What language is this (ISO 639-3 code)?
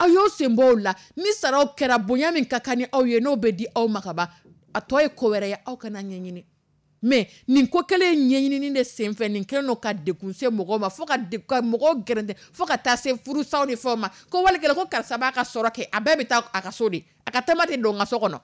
dyu